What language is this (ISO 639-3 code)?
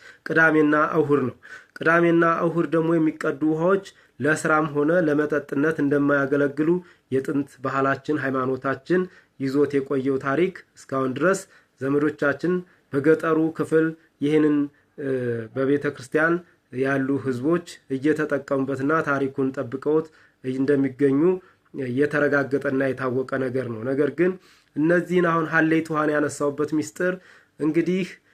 amh